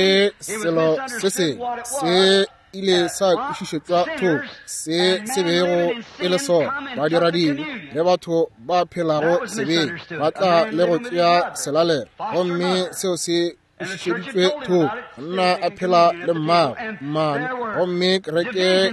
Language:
Northern Sotho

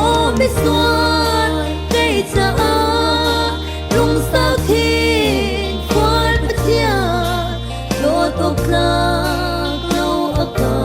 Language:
Falam Chin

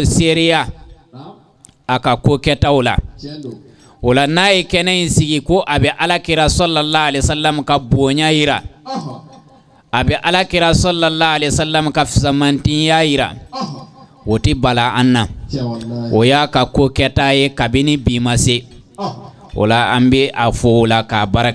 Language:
Bambara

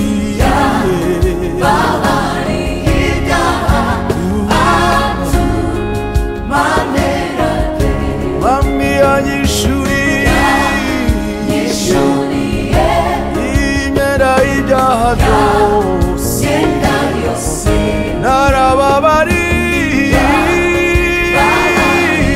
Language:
Kinyarwanda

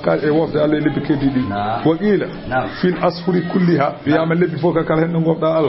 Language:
Fula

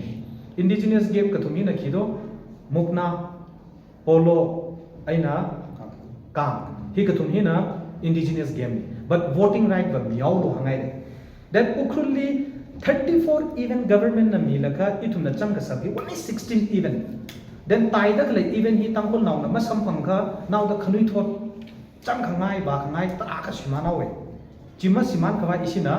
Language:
Tangkhul Naga (India)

